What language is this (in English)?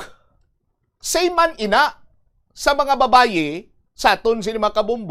Hiligaynon